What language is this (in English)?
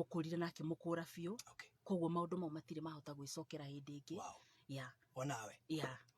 Kikuyu